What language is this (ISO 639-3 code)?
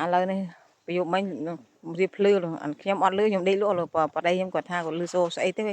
khm